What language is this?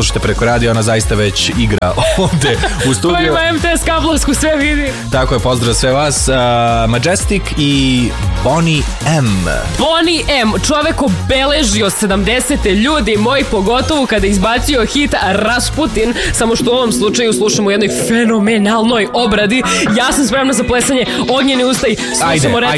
Serbian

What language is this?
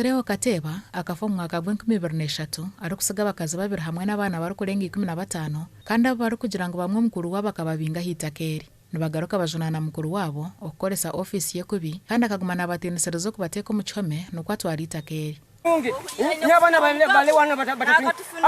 Nyankole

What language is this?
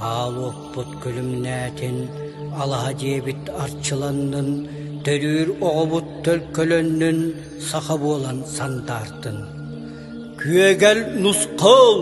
Yakut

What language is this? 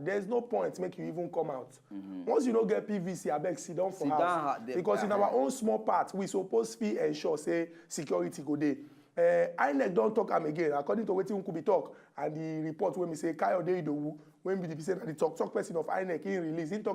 Nigerian Pidgin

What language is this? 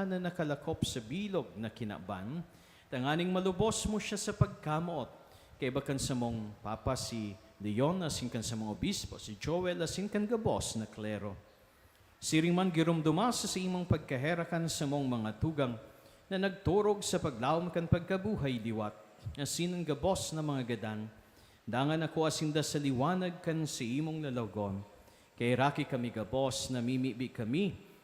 Bikol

